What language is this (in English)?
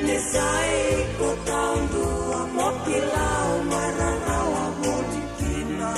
Fijian